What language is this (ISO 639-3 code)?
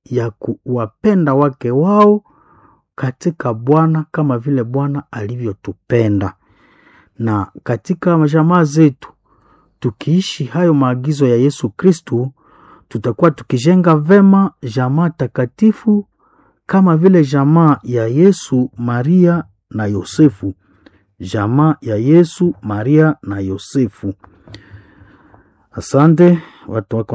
swa